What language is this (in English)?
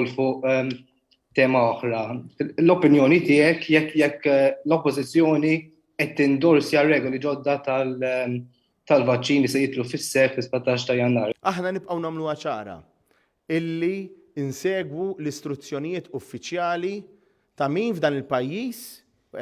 Maltese